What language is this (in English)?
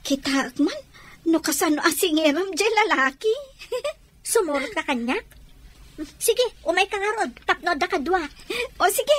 Iloko